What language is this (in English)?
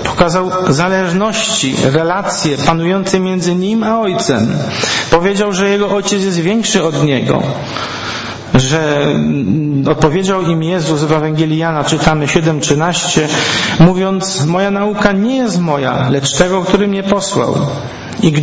Polish